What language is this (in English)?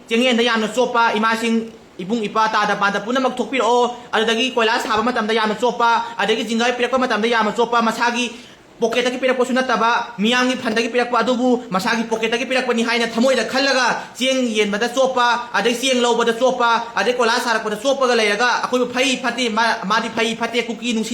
Manipuri